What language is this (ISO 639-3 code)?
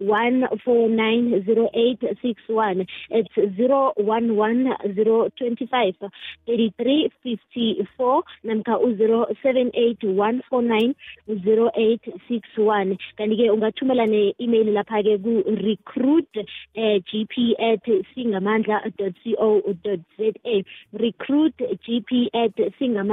nbl